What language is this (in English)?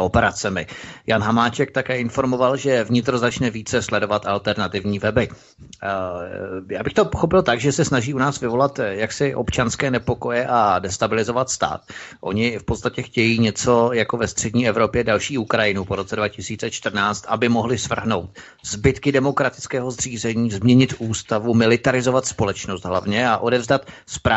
Czech